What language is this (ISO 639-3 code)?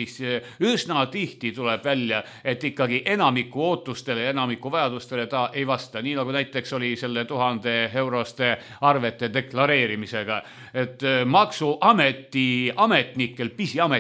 est